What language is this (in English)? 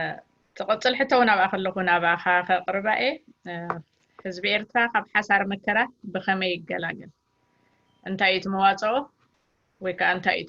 Tigrinya